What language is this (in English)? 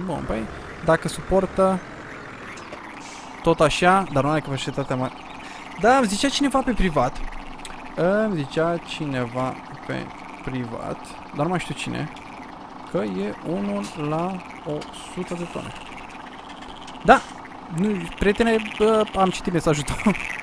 Romanian